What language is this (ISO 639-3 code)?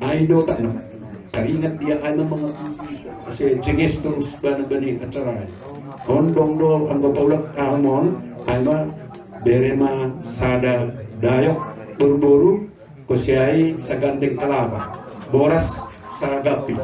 bts